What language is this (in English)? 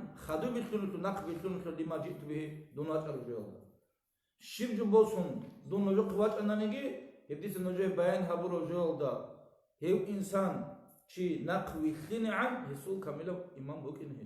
Avaric